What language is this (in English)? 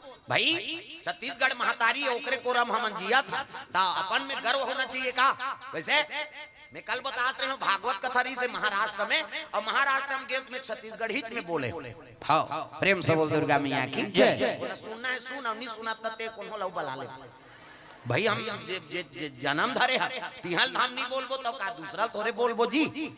Chhattisgarhi